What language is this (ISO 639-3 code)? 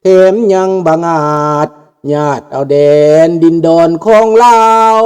lao